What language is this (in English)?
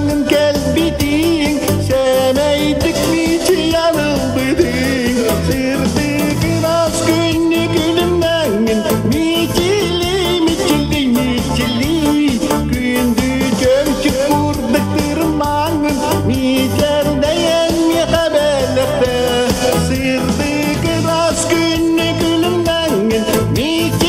Yakut